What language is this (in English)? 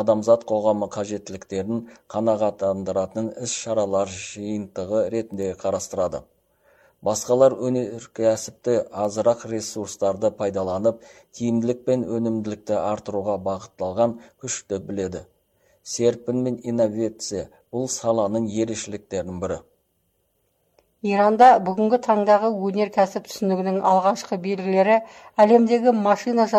Kazakh